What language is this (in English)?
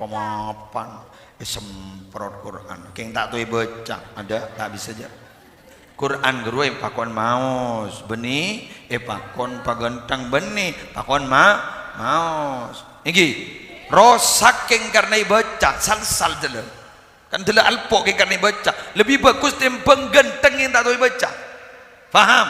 Madurese